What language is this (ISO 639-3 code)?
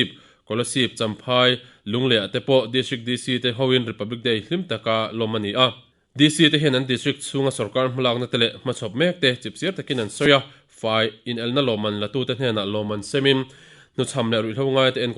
lus